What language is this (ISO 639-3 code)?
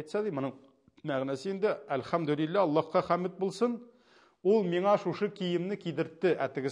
tat